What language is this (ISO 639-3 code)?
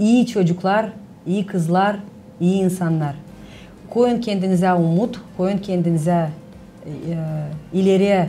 gag